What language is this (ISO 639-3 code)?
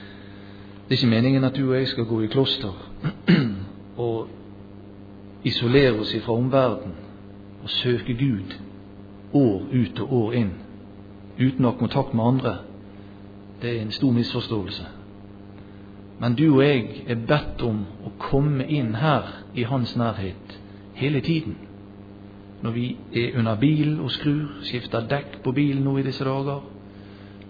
nor